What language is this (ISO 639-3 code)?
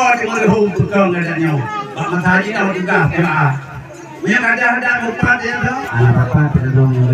ace